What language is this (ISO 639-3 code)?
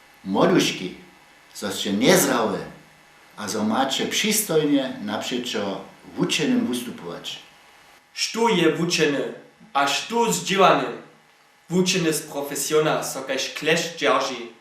hsb